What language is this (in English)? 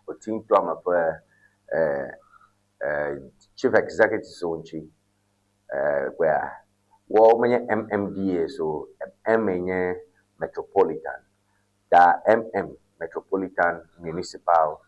Ewe